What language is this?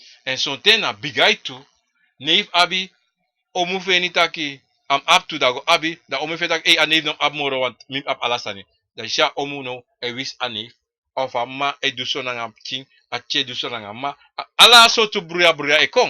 Sranan Tongo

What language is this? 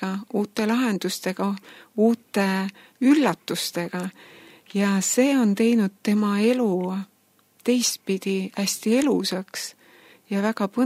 Estonian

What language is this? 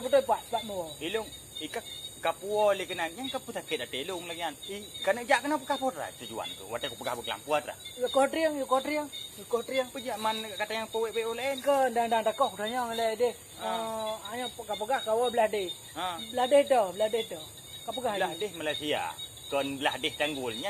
Achinese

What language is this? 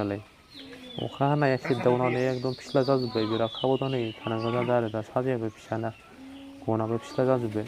Bodo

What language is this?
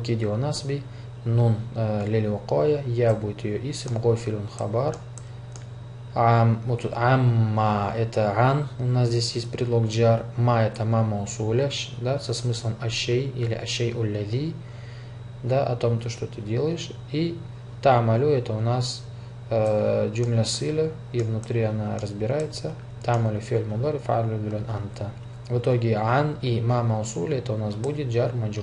Russian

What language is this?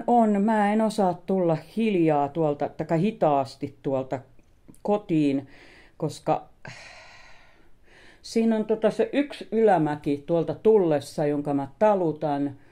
Finnish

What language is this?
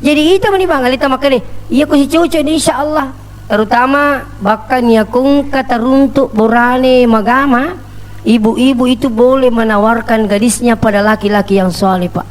Buginese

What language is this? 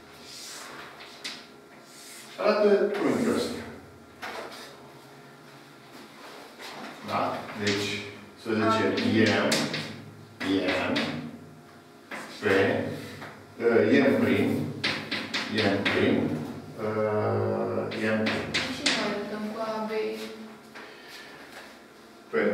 Romanian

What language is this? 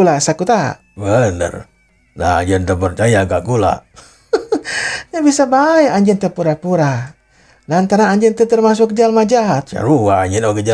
Sundanese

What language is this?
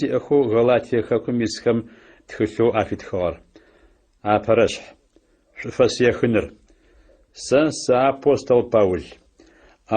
Adyghe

